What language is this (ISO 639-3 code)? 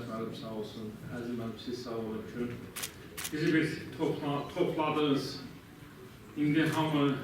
aze